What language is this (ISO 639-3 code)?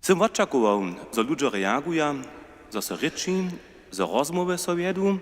hsb